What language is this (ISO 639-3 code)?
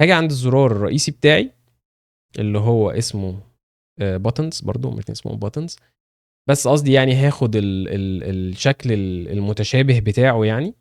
arz